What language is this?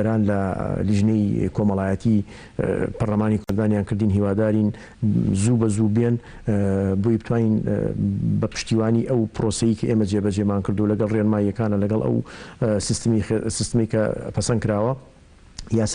Central Kurdish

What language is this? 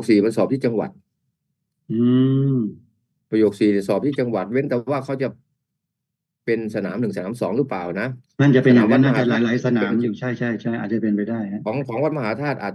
Thai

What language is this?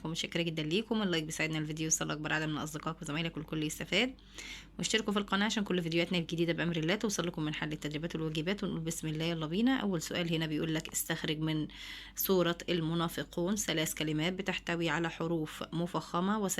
Egyptian Arabic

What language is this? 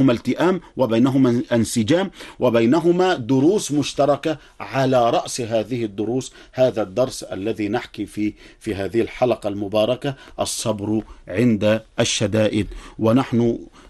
Arabic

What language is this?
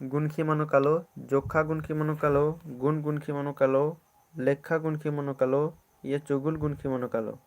Kurukh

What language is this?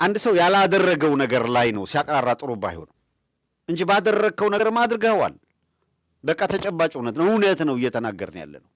Amharic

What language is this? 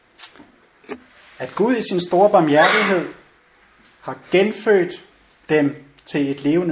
Danish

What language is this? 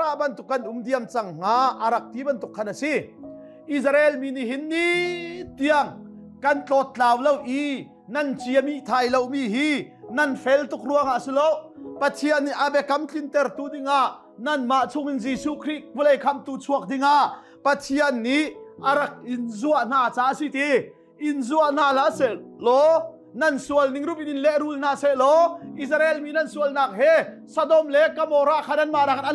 Hakha Chin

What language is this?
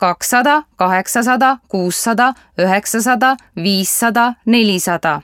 Estonian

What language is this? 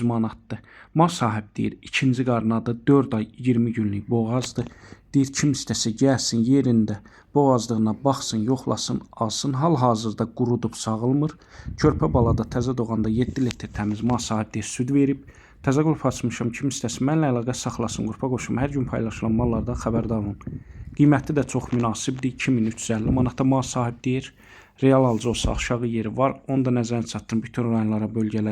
Azerbaijani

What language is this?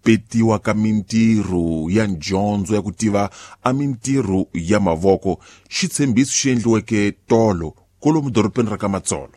Tsonga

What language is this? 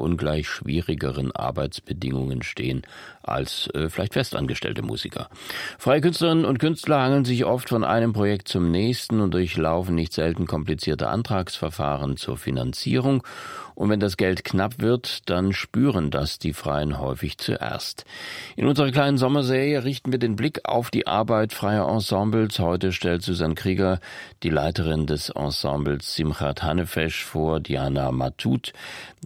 German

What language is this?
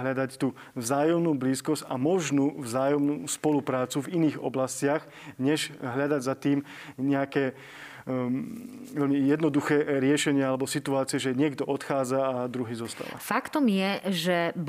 Slovak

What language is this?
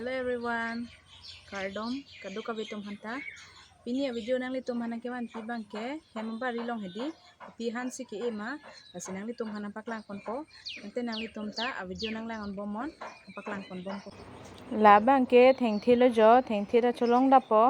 Karbi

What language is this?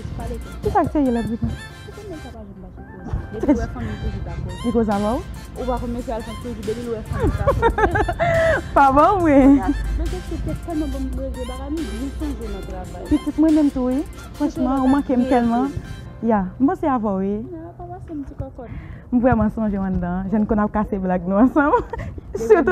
Haitian Creole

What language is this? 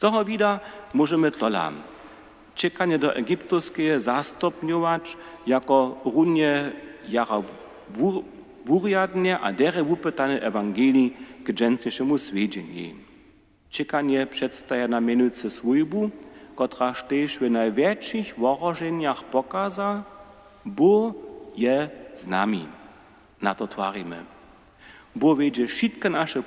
Upper Sorbian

